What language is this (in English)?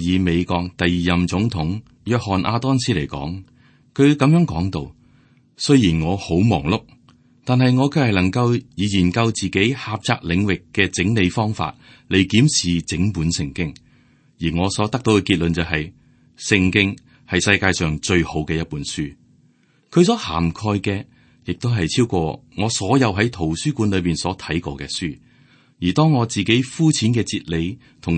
Cantonese